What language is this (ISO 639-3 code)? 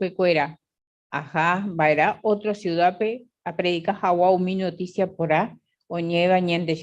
grn